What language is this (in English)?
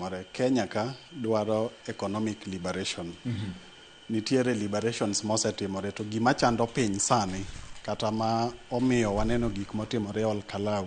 Luo (Kenya and Tanzania)